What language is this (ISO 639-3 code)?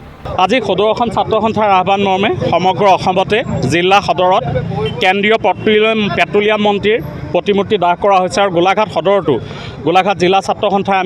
asm